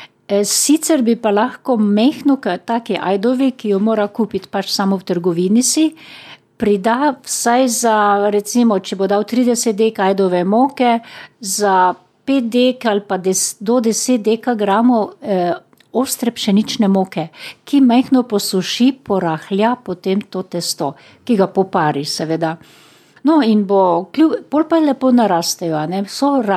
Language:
Slovenian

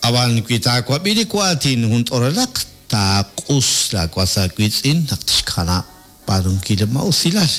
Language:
Kekchí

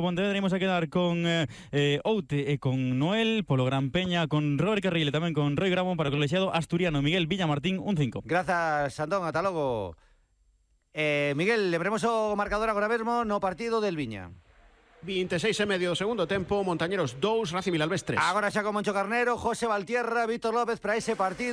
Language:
Galician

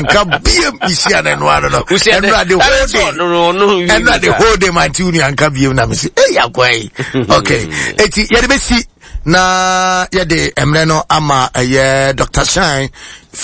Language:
Akan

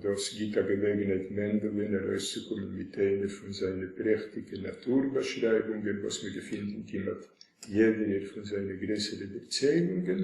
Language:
Yiddish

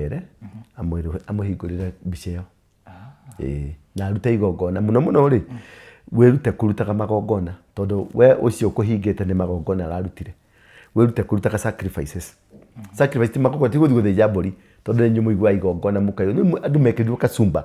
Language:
Kikuyu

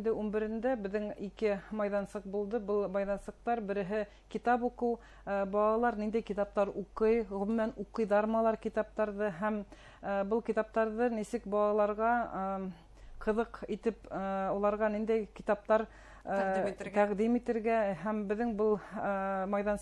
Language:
Bashkir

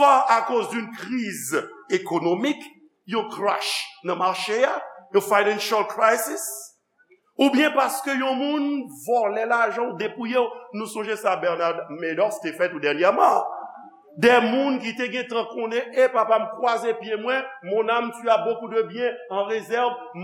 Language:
Haitian Creole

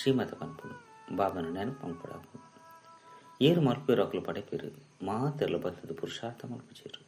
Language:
Tulu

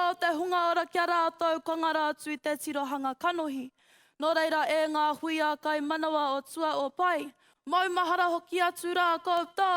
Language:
Māori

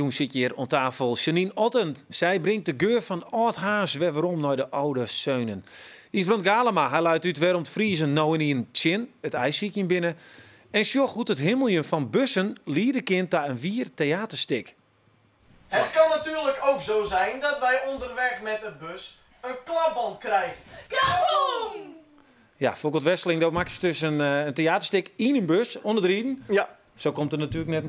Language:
Western Frisian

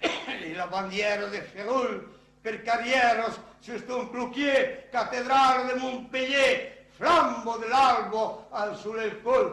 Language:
Occitan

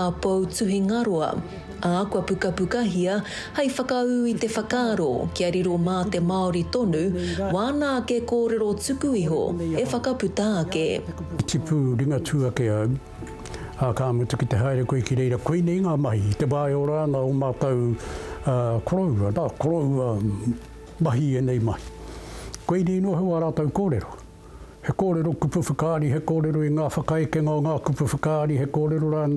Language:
Māori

